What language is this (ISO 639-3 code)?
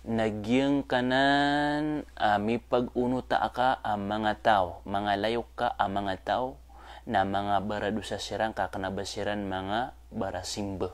mrw